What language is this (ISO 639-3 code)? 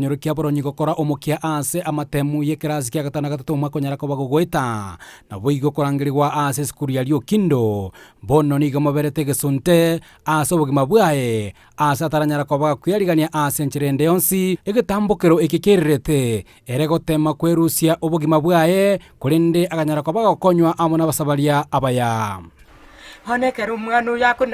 guz